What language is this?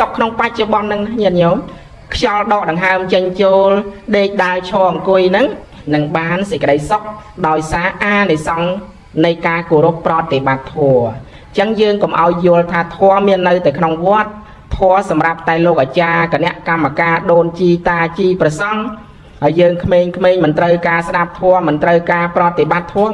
Khmer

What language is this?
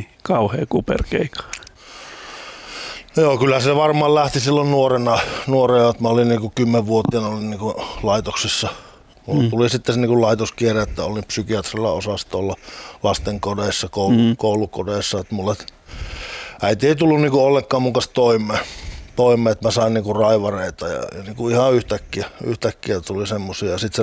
Finnish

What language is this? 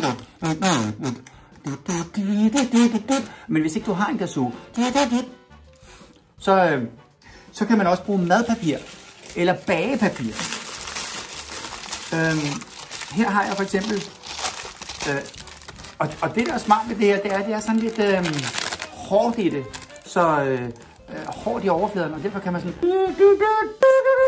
Danish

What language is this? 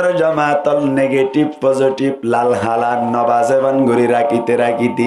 Rohingya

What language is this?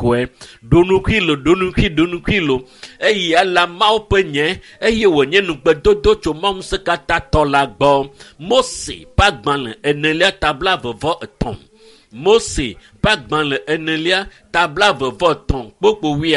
Ewe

